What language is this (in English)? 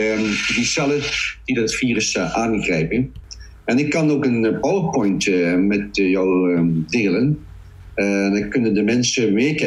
Dutch